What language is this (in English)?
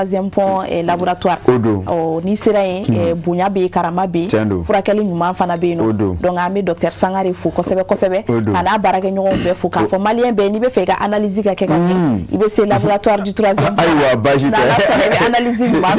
Bambara